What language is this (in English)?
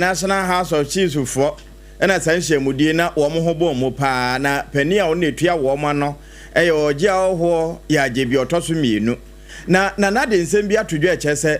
Akan